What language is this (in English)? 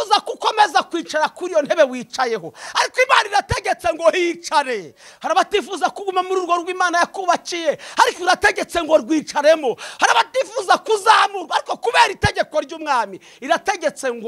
Kinyarwanda